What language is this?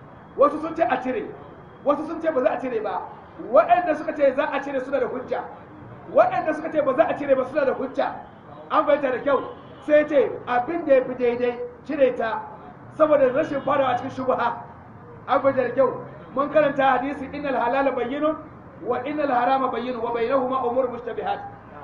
Hausa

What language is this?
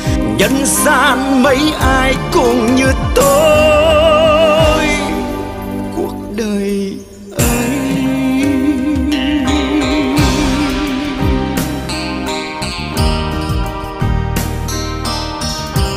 Vietnamese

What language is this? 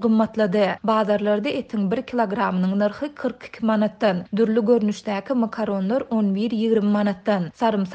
Turkmen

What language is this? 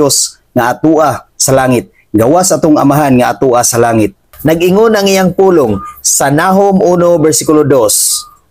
Cebuano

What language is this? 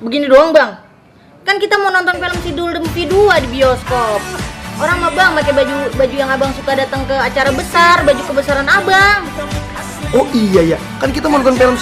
Betawi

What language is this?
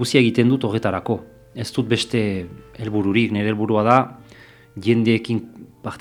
Basque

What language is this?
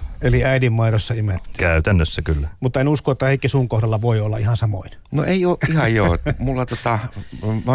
Finnish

